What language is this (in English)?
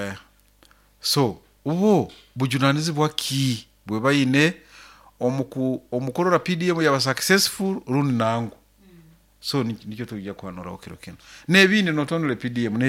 Nyoro